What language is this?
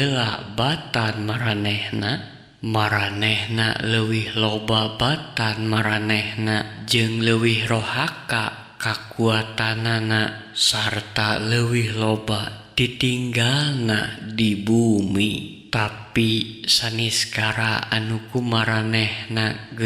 Sundanese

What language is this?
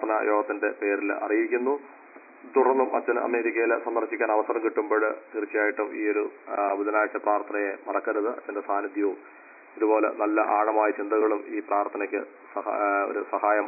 Malayalam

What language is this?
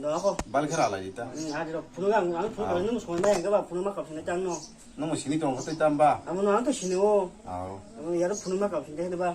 Kok Borok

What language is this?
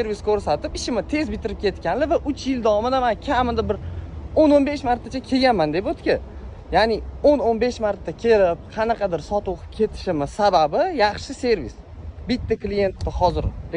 Uzbek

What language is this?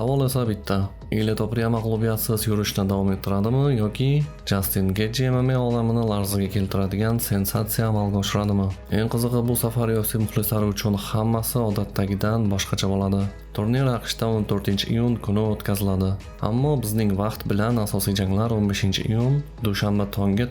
Uzbek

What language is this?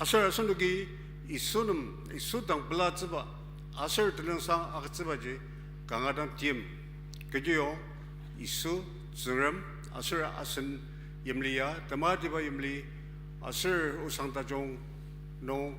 Ao Naga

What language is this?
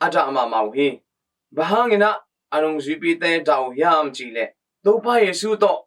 Tedim Chin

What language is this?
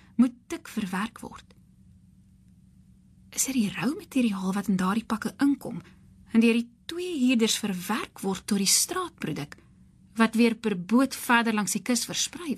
Afrikaans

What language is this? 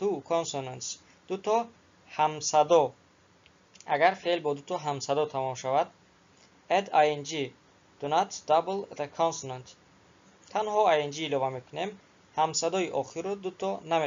Tajik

